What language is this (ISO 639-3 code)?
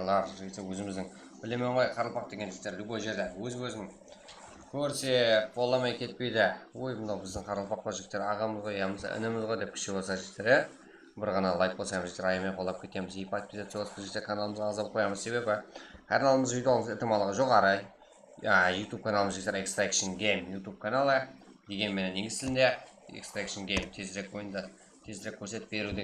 kaa